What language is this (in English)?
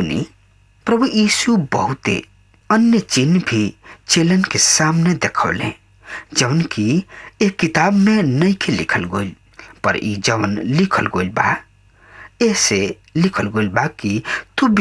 Bhojpuri